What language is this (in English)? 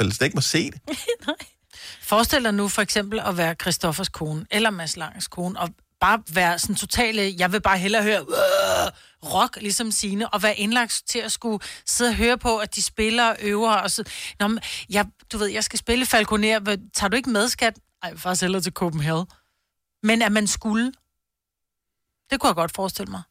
Danish